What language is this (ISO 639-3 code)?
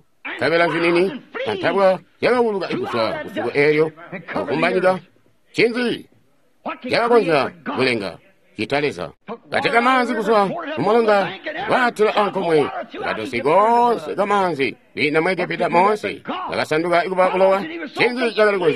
toi